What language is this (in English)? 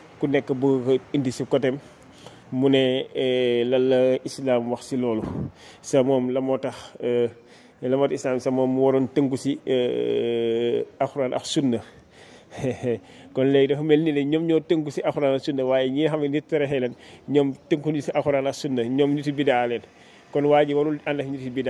Wolof